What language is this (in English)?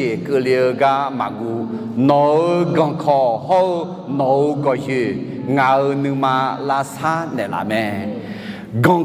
Akha